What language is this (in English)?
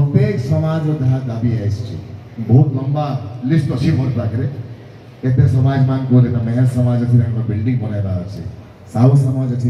Odia